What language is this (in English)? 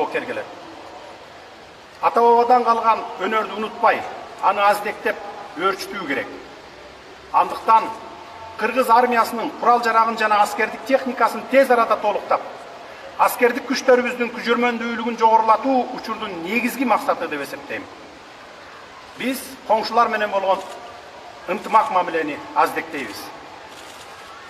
Kyrgyz